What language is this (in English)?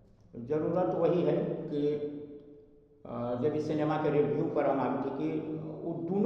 Magahi